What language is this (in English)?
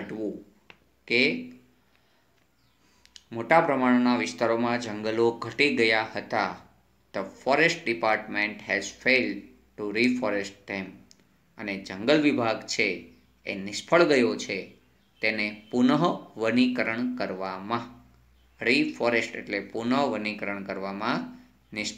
Gujarati